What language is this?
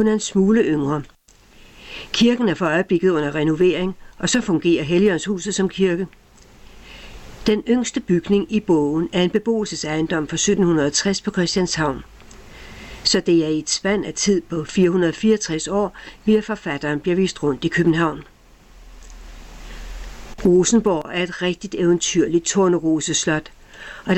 Danish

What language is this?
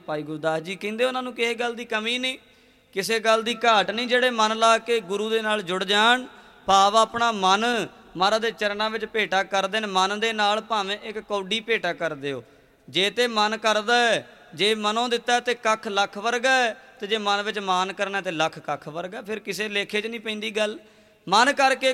Punjabi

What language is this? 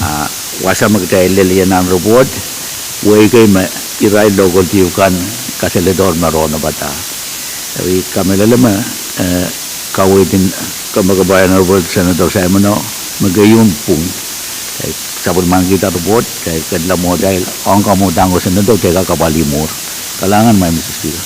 Pohnpeian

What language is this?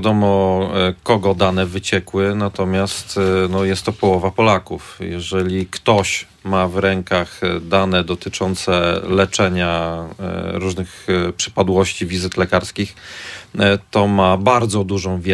Polish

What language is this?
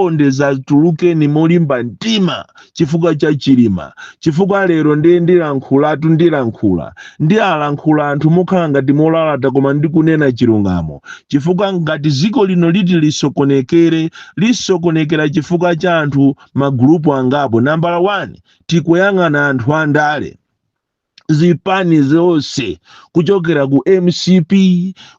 Nyanja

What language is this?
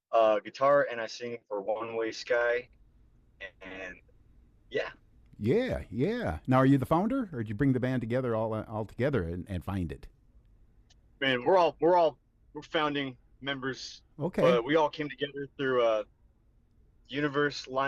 English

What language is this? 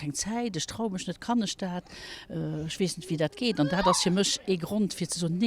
Luxembourgish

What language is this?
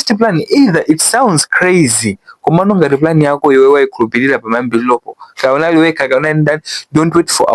Nyanja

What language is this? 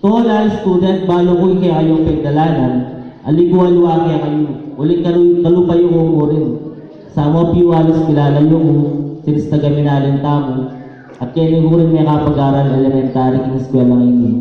Pampanga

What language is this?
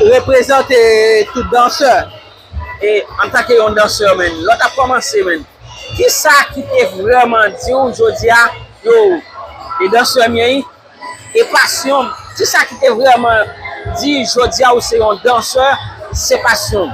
Haitian Creole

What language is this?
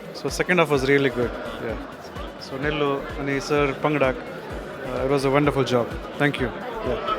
Konkani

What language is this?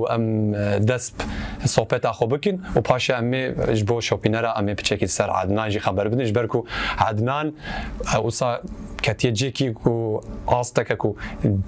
Kurdish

